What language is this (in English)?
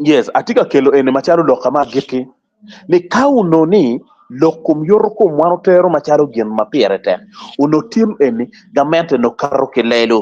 Acoli